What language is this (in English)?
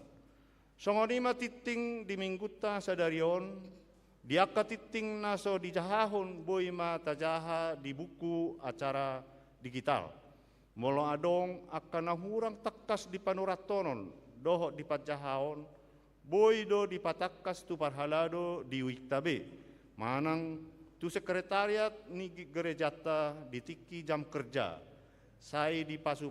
Batak Toba